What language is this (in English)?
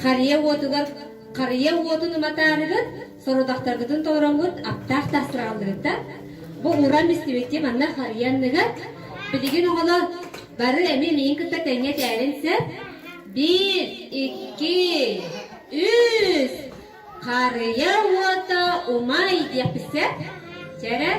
Yakut